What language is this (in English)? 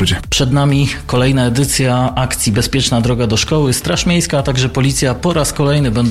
Polish